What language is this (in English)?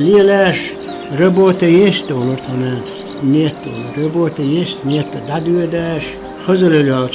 Chechen